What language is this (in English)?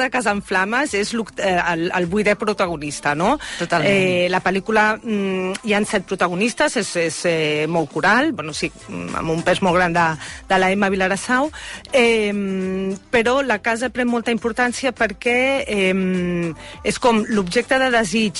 Catalan